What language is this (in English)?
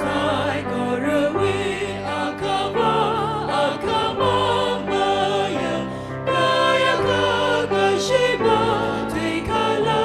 Tangkhul Naga (India)